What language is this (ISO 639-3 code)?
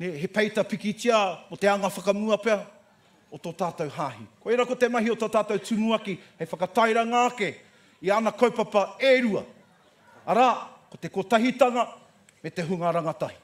mri